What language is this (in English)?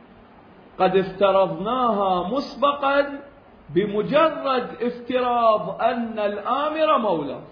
Arabic